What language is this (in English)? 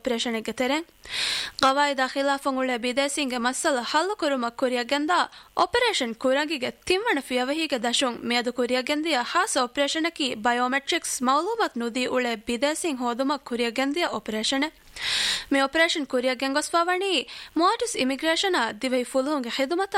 Divehi